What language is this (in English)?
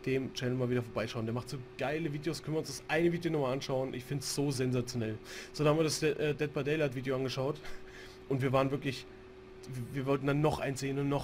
German